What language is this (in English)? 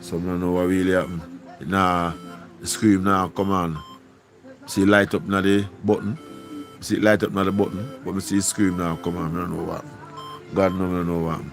Jamaican Creole English